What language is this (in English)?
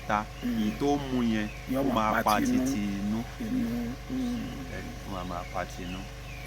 Yoruba